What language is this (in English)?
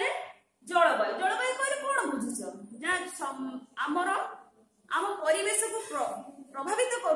Odia